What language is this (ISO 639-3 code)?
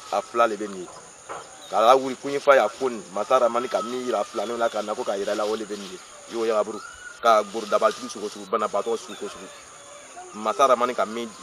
bam